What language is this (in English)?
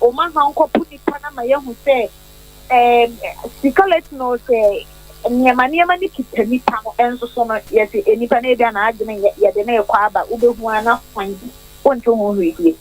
Akan